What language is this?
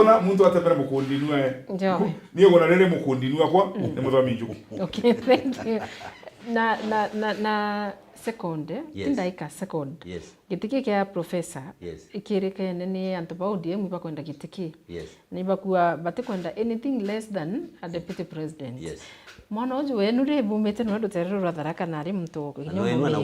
Meru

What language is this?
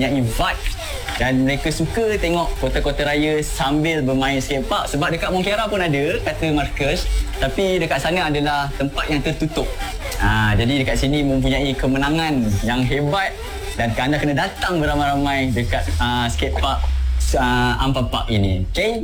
Malay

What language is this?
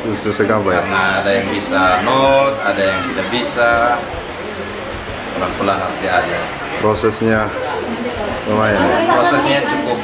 Indonesian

